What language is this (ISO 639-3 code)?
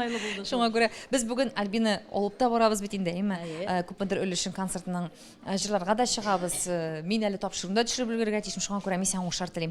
tat